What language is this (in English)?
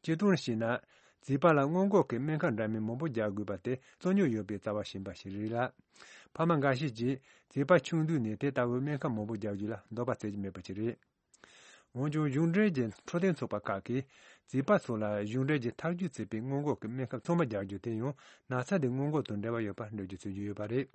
Tibetan